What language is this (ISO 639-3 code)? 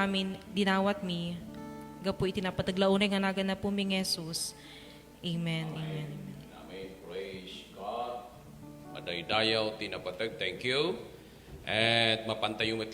ilo